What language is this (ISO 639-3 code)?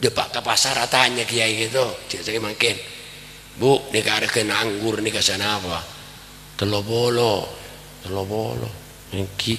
mad